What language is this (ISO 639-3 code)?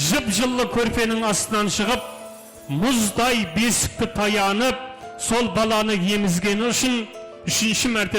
kaa